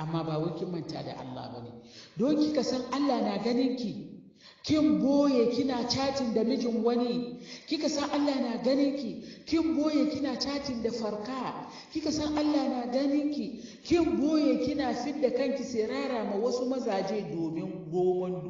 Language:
Hausa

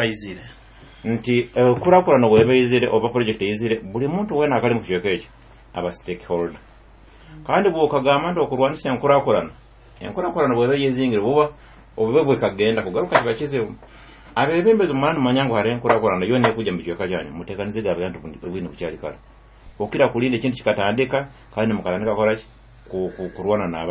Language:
Nyoro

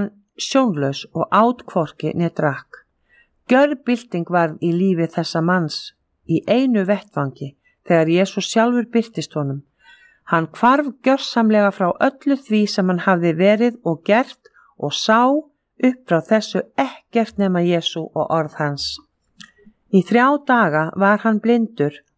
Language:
Icelandic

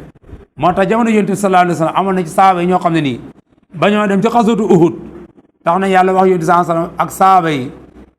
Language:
Wolof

